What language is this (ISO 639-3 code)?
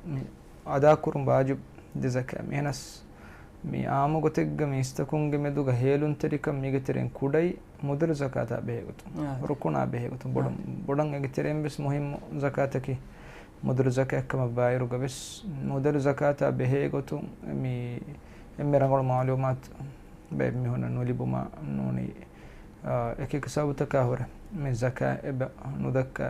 div